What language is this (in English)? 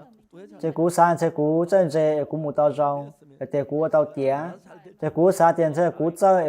Hmong